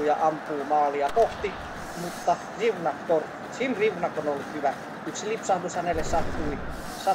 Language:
Finnish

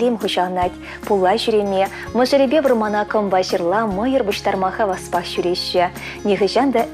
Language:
Chuvash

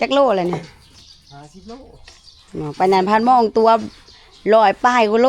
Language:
Northeastern Thai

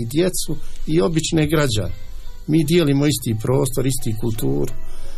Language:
Bosnian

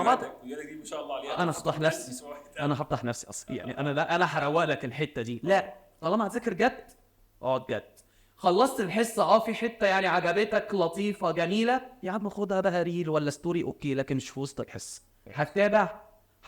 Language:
Egyptian Arabic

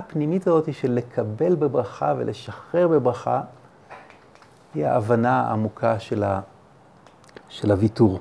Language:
Hebrew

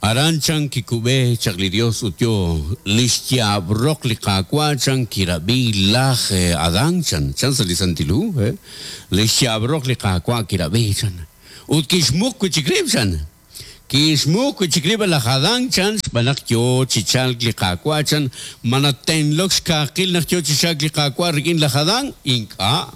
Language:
Kekchí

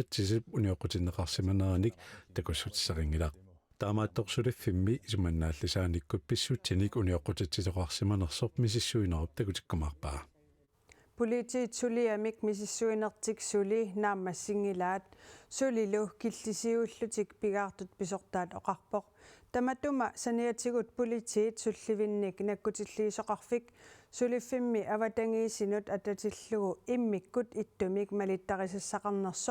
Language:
Kalaallisut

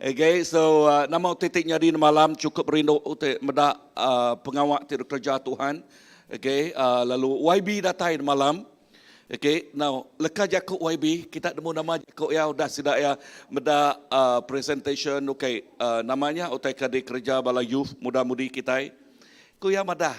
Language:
Iban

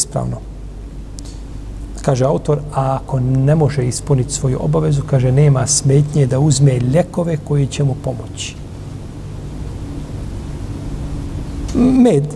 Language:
Bosnian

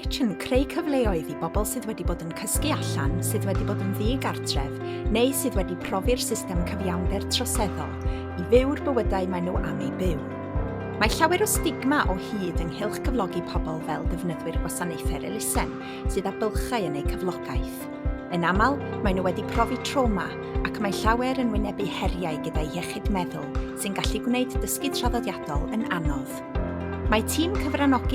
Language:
Welsh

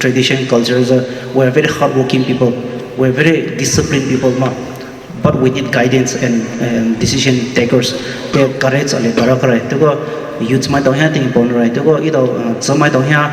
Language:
Poumei Naga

